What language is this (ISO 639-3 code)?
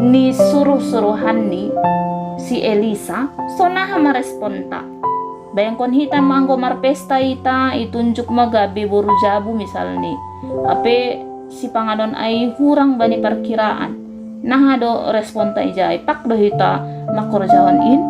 bts